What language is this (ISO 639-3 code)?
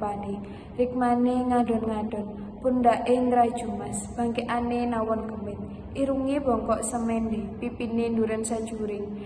jav